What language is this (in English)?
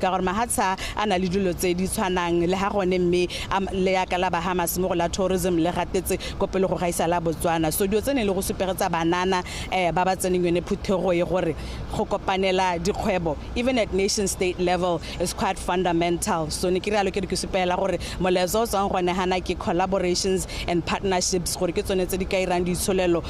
Tswana